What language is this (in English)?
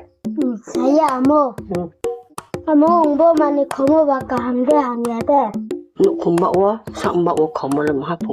Riang (India)